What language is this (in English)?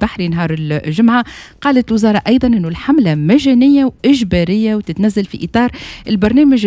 Tunisian Arabic